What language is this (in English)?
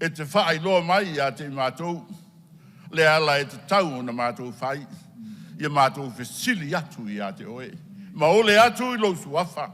Samoan